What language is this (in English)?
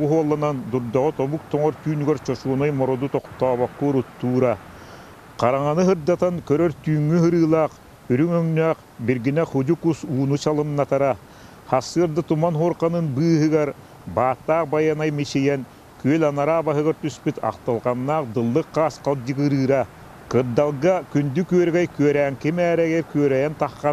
Yakut